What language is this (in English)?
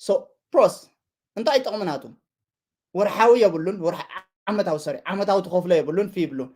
Tigrinya